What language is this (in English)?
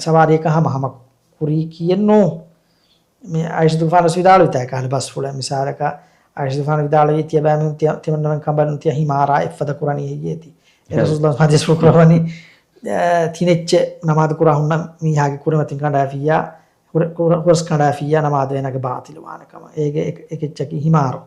Divehi